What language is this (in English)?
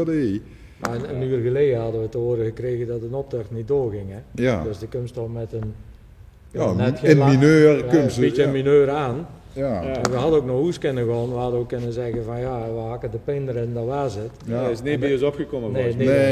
Limburgish